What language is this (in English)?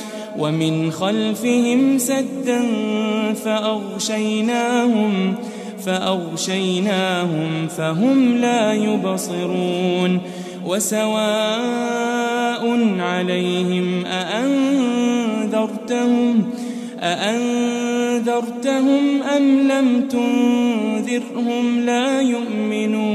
Arabic